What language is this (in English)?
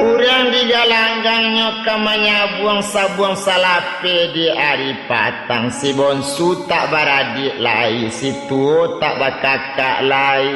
Minangkabau